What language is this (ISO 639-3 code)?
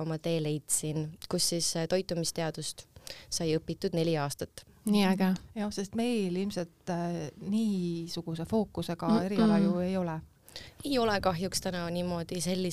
est